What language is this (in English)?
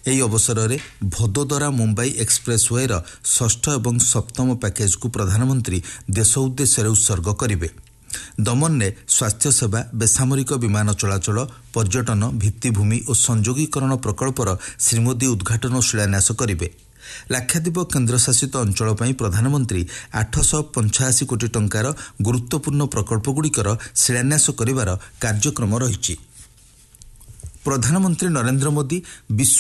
Odia